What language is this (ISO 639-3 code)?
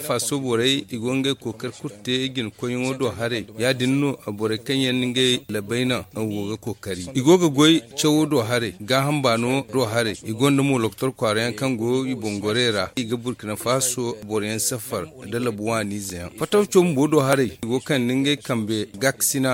dje